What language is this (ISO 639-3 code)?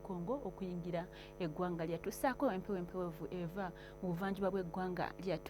lug